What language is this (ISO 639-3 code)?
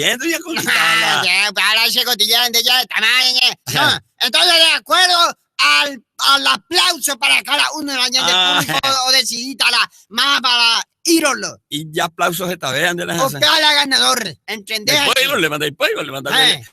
grn